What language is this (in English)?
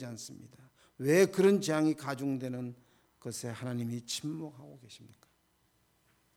Korean